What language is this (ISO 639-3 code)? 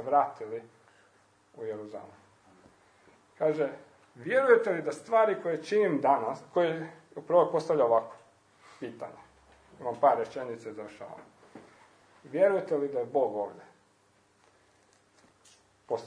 hrv